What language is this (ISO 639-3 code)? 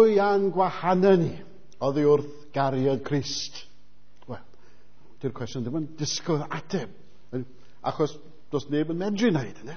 cym